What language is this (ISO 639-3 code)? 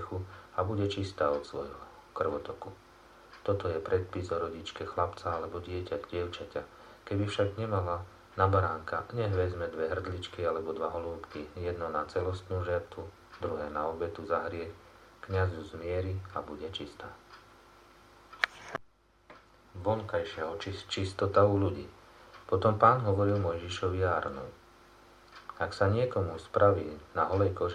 slk